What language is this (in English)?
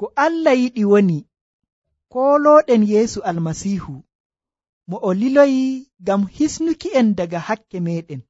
Nigerian Fulfulde